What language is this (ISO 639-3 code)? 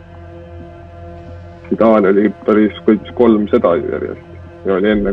est